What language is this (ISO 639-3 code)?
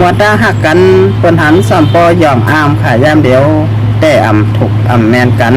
shn